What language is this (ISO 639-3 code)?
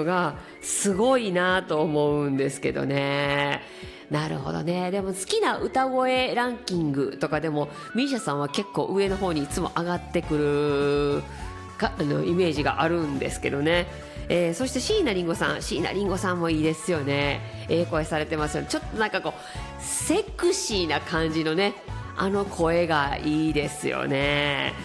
jpn